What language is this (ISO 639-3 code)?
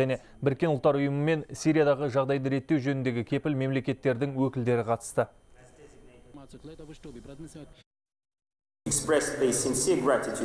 kaz